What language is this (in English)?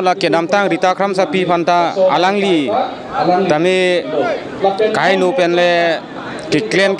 Karbi